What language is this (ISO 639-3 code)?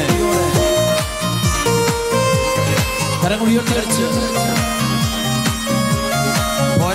mal